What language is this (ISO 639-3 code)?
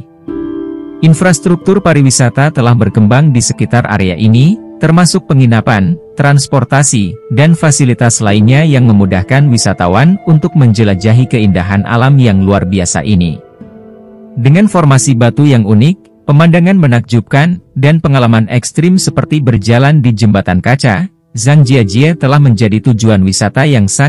ind